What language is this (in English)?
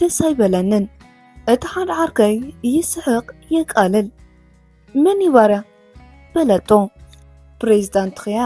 Tigrinya